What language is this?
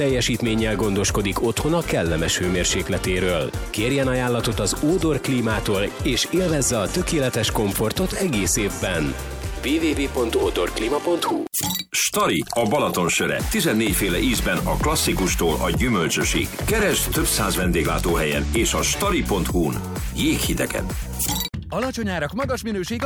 Hungarian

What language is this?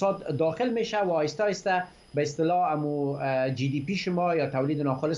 Persian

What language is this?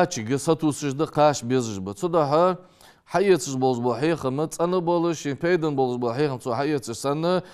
Ingush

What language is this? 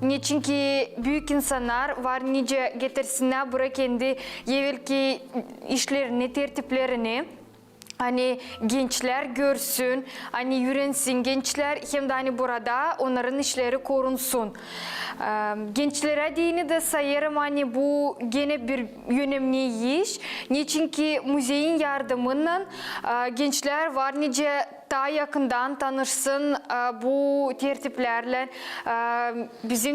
Gagauz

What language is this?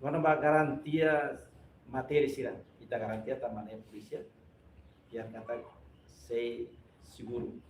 Tetum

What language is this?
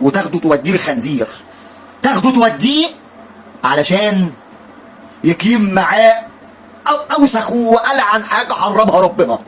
Egyptian Arabic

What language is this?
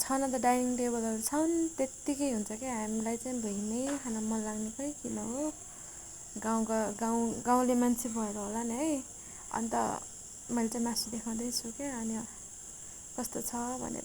Nepali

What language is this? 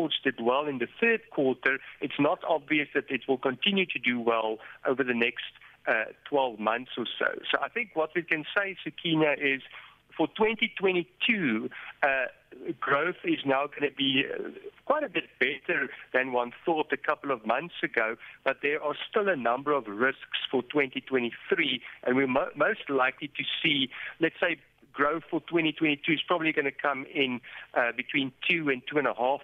English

